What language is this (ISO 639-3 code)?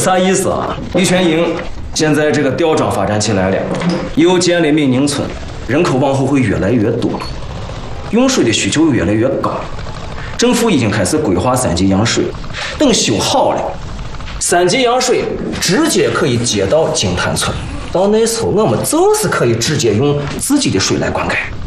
zho